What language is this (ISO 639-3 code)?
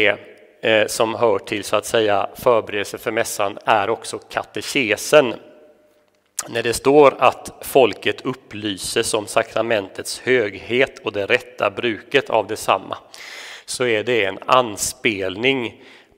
swe